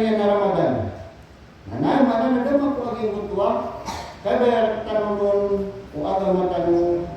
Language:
Maranao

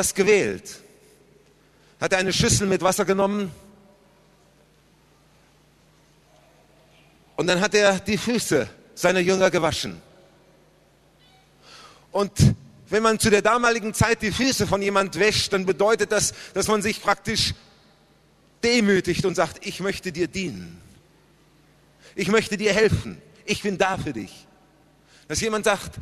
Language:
German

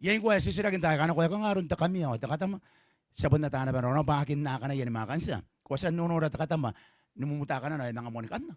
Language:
Gilbertese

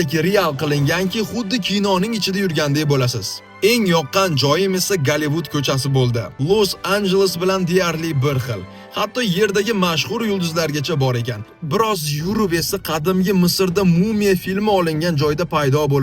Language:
Uzbek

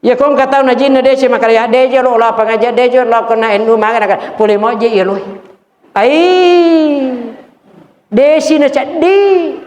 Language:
Buginese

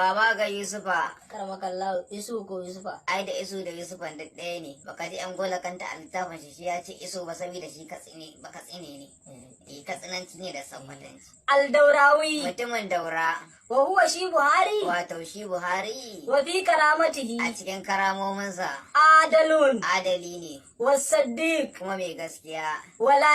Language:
Hausa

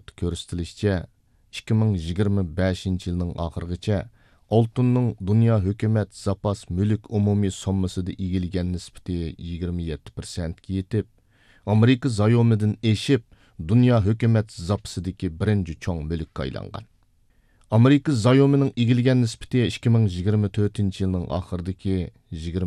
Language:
Uyghur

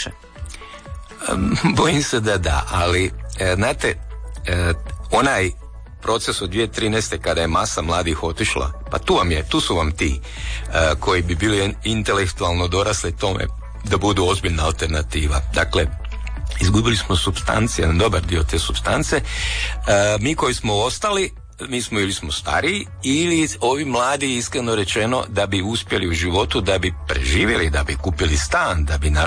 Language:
Croatian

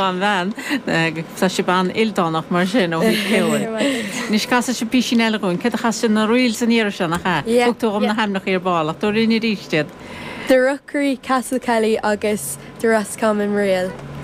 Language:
Irish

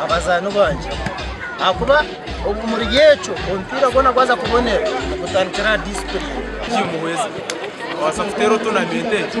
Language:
Nyankole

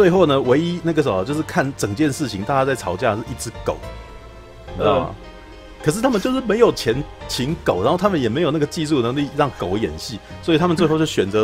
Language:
Chinese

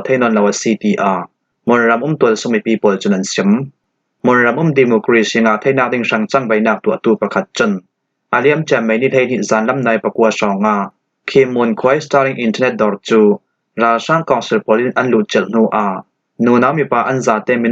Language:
Falam Chin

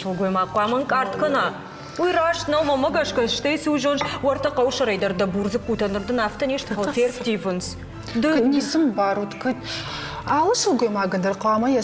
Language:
Ossetic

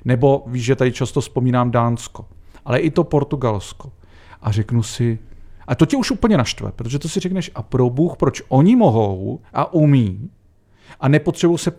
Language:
Czech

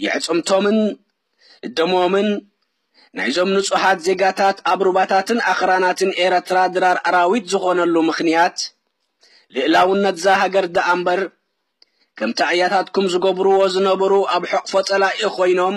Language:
Tigrinya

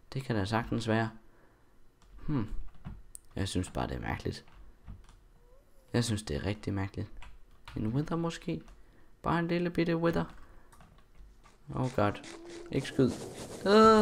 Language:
Danish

